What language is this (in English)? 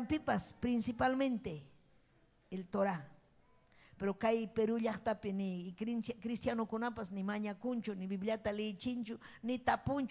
Ayacucho Quechua